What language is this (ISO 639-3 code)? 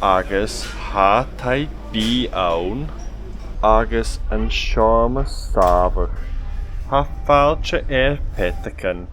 gla